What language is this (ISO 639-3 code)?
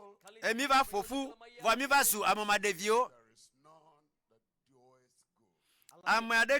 ewe